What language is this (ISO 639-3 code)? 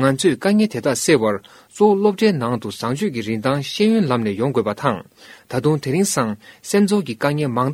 bod